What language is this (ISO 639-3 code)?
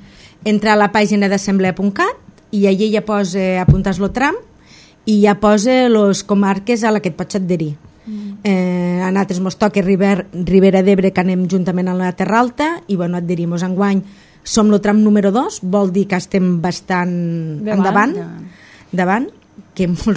cat